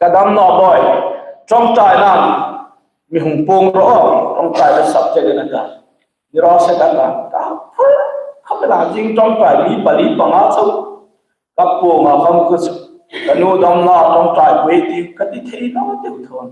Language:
Hmar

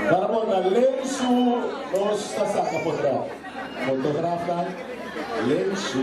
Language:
Papiamento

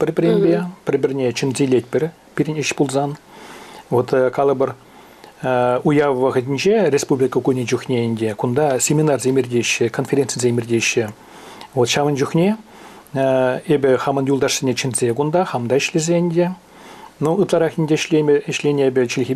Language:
Chuvash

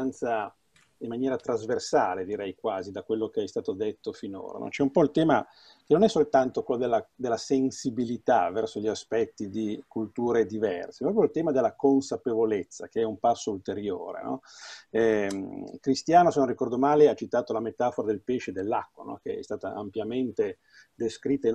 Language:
Italian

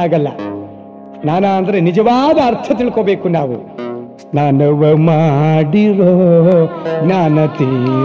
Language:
Kannada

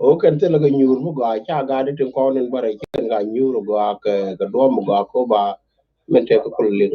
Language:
Nuer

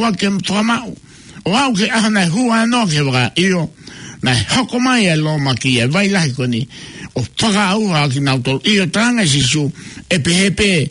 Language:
Tongan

